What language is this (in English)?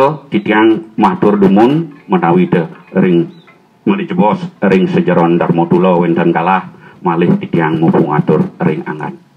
Balinese